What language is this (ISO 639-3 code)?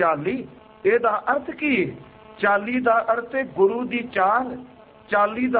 pan